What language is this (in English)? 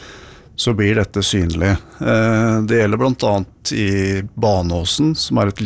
Norwegian